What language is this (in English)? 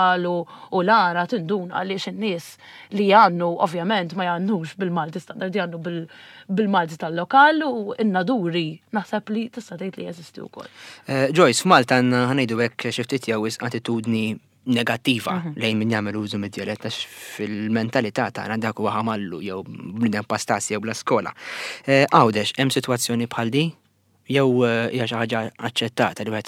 Maltese